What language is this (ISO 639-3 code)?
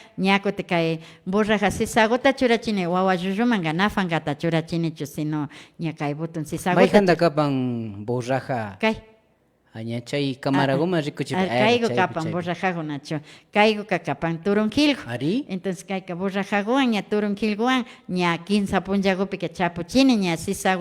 qvi